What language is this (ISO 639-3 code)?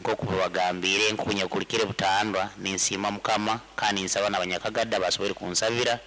nyo